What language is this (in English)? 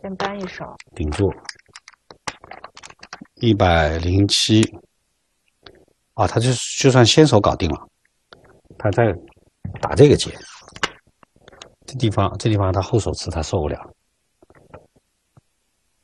Chinese